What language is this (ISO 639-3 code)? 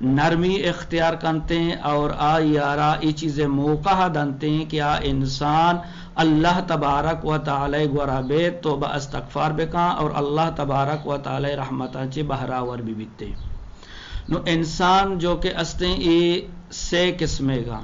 bgp